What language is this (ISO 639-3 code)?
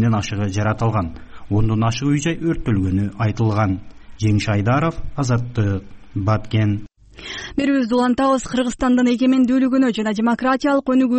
kir